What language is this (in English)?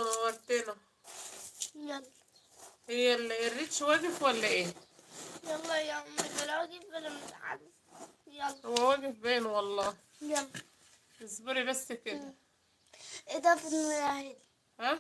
Egyptian Arabic